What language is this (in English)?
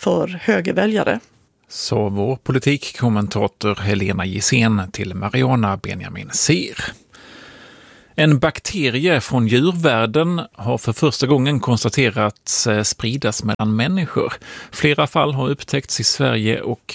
Swedish